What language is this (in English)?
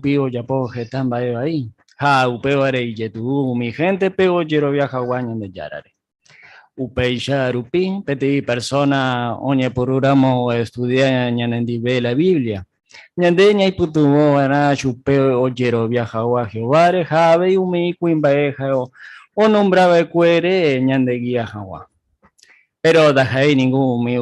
Guarani